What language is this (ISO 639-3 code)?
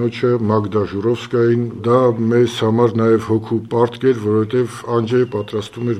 hye